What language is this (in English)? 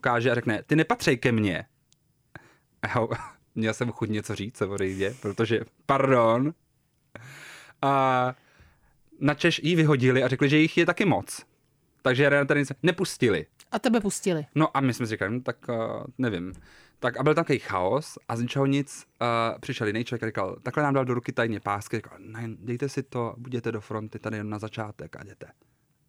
Czech